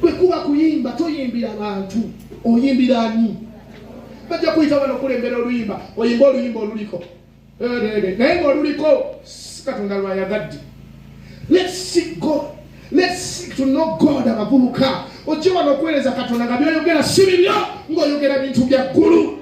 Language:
Ganda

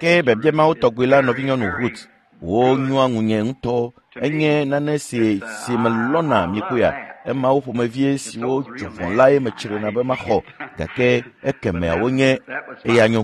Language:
Ewe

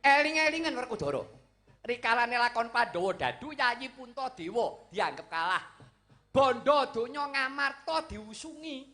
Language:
Javanese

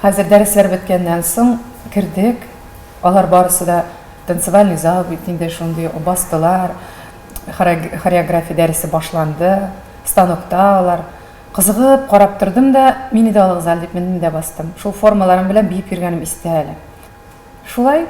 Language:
Tatar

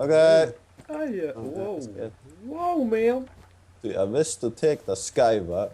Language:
Faroese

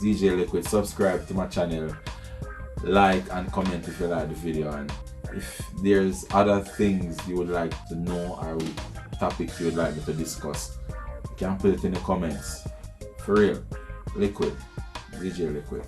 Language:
Jamaican Creole English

